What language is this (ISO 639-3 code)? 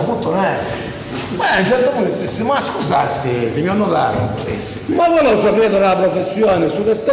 scn